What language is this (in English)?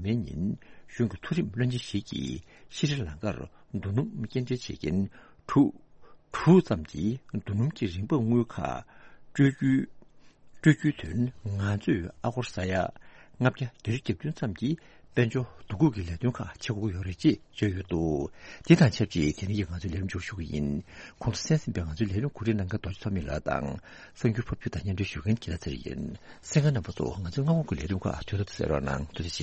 Tibetan